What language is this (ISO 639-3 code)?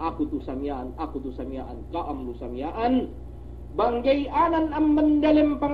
yka